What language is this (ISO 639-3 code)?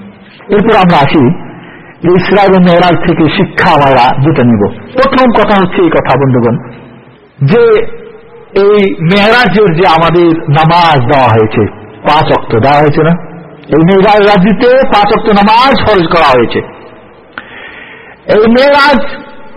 ben